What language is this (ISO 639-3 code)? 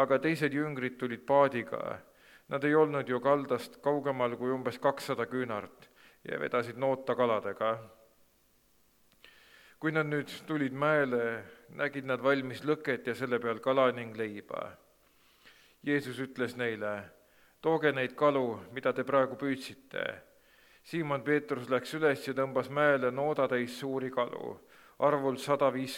est